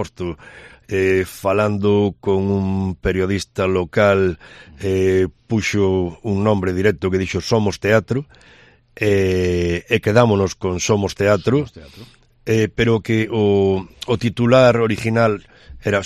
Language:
Galician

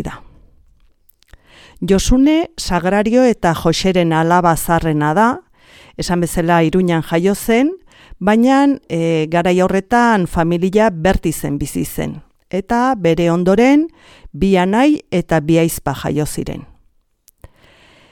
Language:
Basque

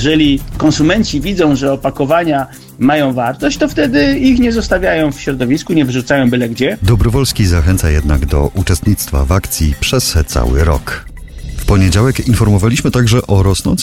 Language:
Polish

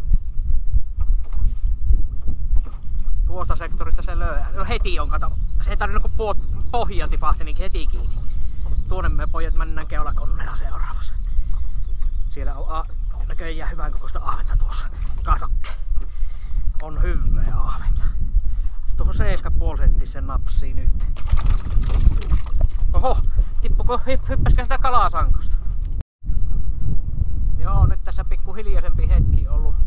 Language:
Finnish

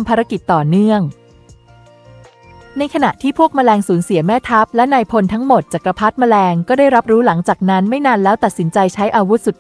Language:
Thai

